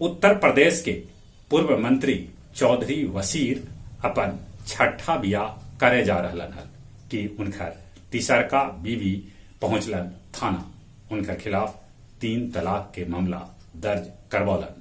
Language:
Magahi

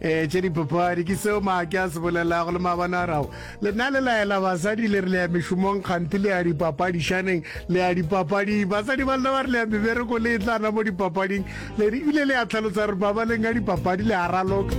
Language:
Northern Sotho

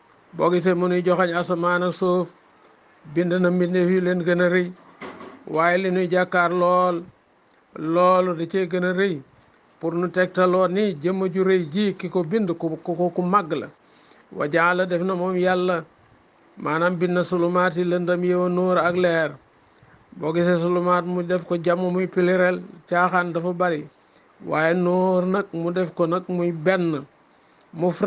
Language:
Wolof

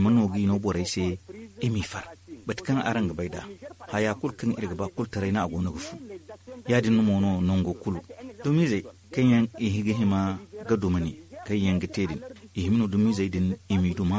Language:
Zarma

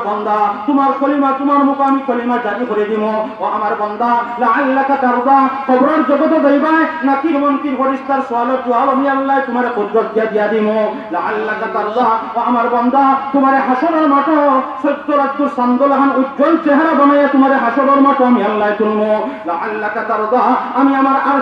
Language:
Sylheti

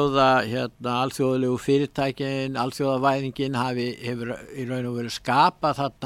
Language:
Icelandic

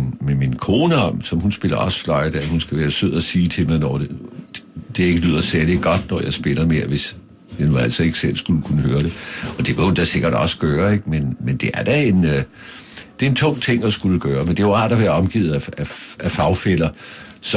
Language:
Danish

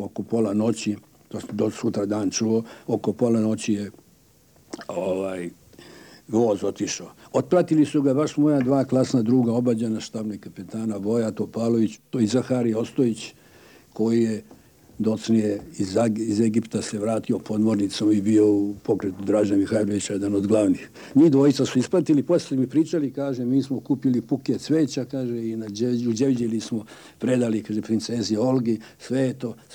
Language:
Serbian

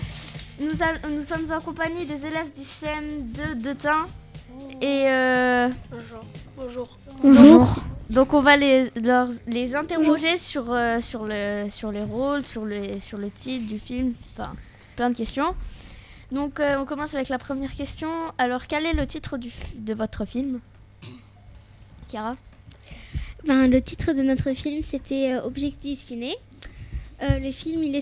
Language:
French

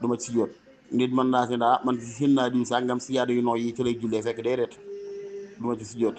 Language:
Wolof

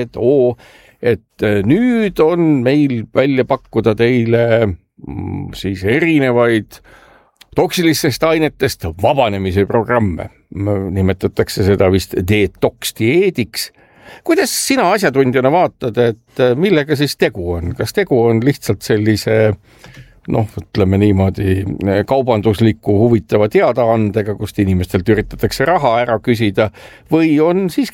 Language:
Estonian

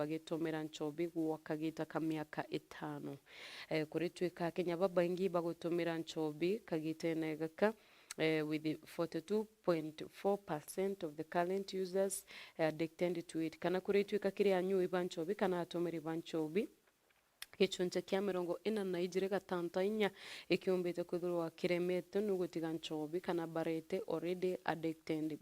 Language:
Meru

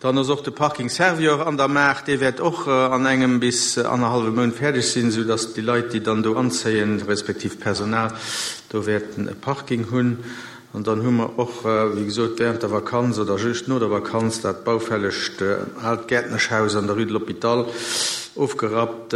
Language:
Luxembourgish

